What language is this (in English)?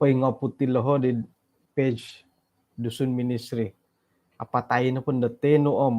Central Dusun